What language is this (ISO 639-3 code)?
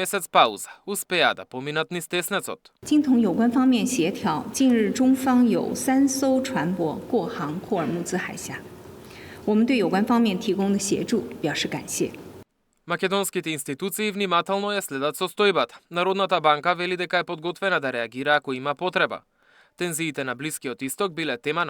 mkd